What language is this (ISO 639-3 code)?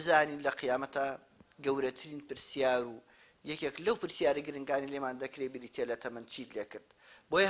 ckb